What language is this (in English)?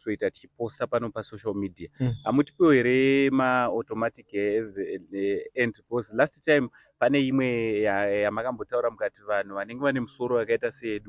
Shona